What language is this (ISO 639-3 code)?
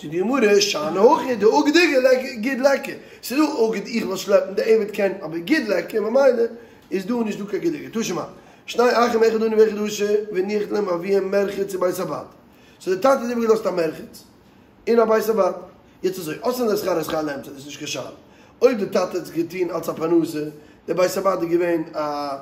yid